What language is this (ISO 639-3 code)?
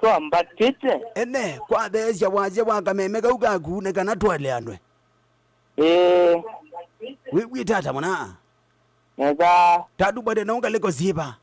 kam